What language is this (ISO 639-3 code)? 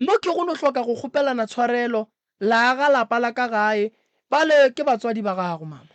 nso